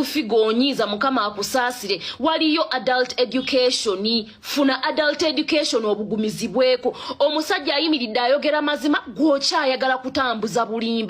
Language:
Ganda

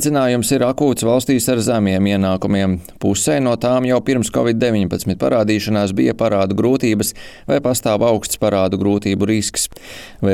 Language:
Latvian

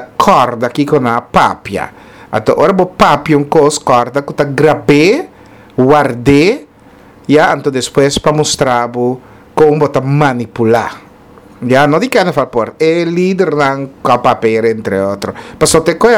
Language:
Papiamento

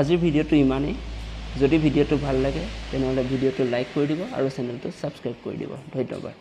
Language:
Assamese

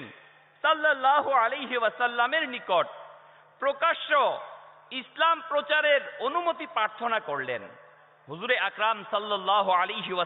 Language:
Bangla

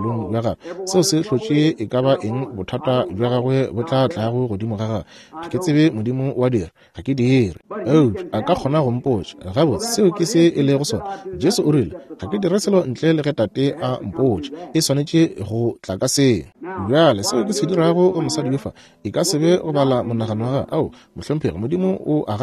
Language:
Northern Sotho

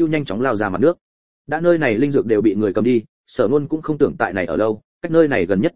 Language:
Vietnamese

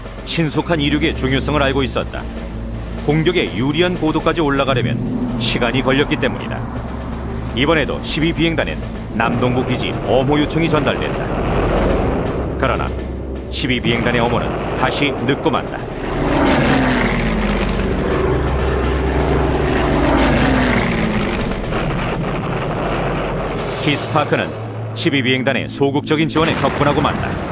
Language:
Korean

